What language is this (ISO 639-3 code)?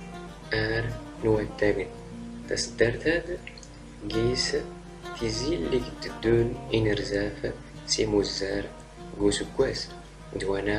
zgh